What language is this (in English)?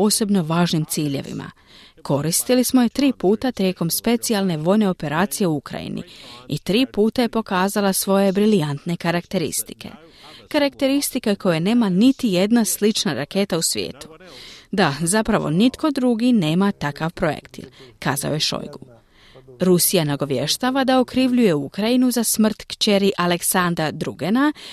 Croatian